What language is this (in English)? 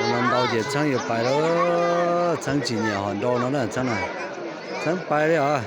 Hmong